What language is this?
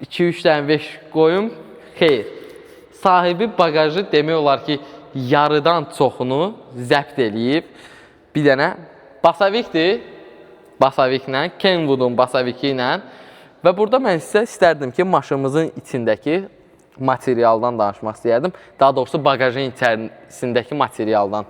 Azerbaijani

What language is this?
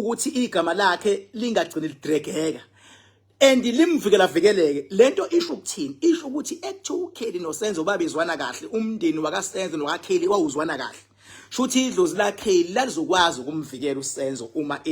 Zulu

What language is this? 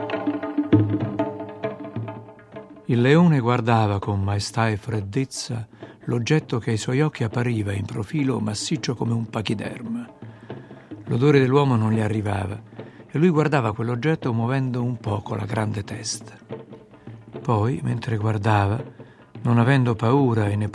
Italian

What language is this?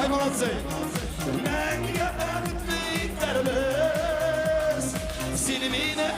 Tatar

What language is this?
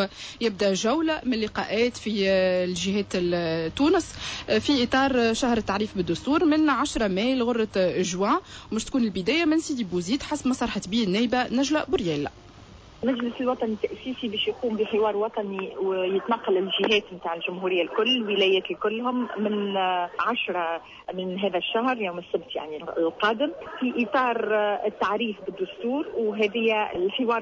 Tunisian Arabic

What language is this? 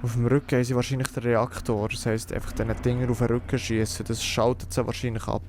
Swiss German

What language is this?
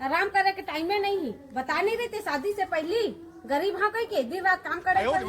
Chhattisgarhi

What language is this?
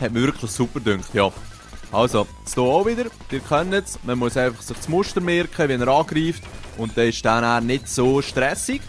Swiss German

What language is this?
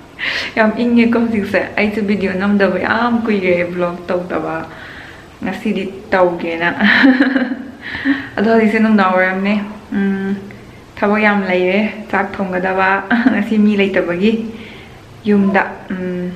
Manipuri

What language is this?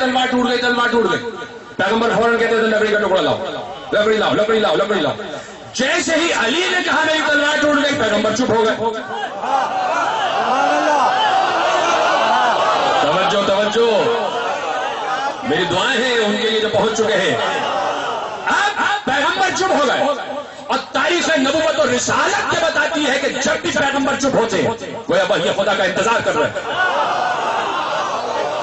Urdu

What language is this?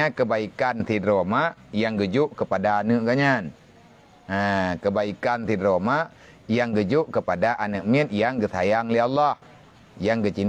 Achinese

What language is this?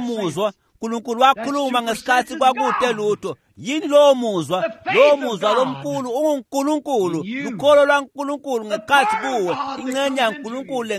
Swati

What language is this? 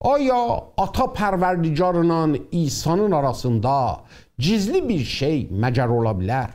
South Azerbaijani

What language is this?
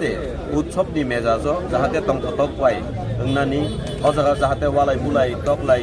Kok Borok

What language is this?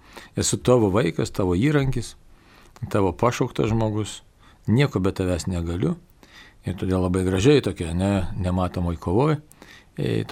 Lithuanian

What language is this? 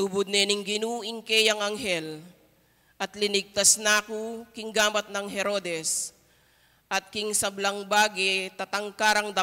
Pampanga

